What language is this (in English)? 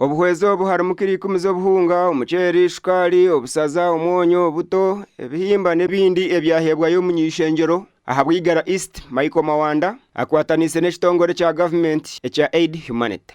Nyankole